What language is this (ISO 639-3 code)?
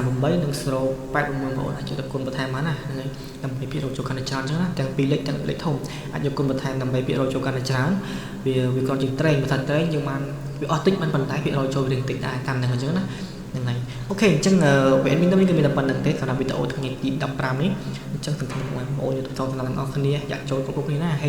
khm